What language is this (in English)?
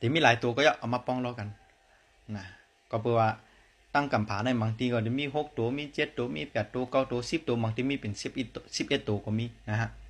Shan